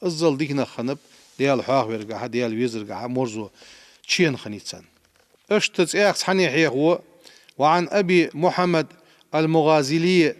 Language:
Ingush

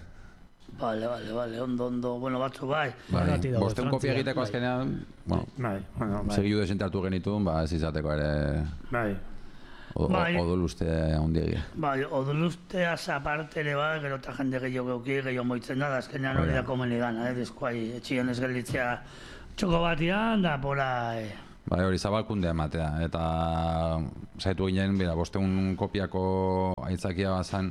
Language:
Basque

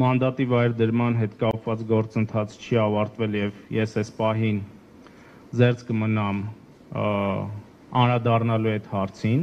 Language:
Armenian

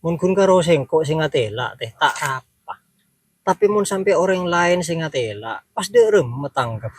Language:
Madurese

